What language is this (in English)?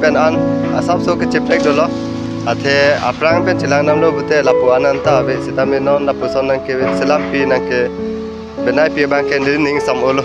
Karbi